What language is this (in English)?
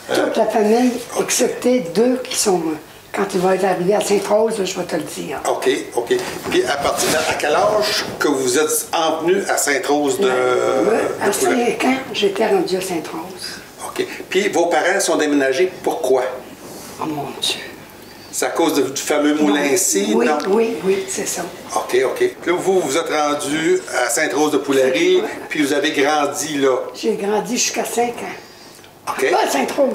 French